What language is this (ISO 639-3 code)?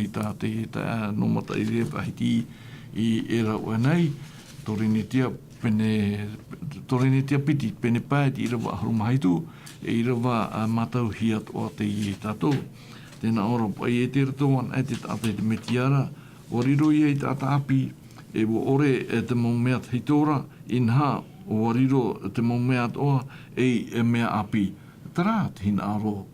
tah